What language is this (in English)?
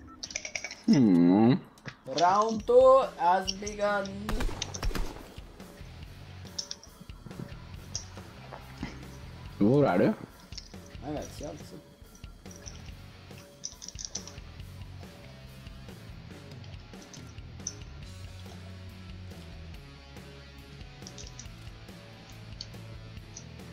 Norwegian